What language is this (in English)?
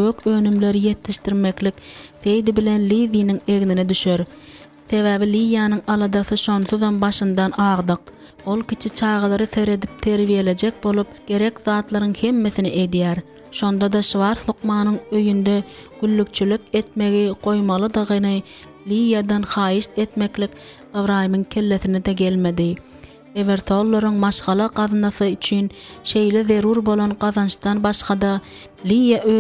Turkmen